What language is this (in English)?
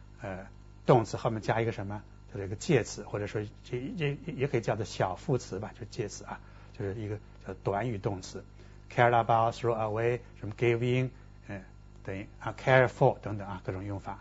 Chinese